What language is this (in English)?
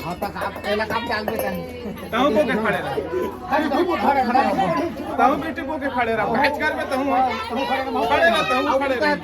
Chhattisgarhi